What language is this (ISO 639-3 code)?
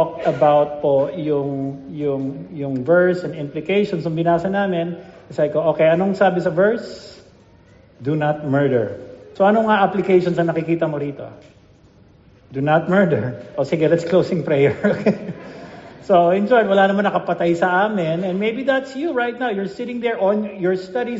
fil